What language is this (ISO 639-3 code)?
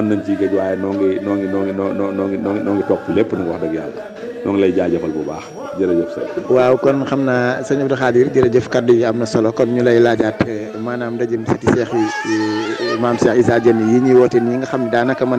wol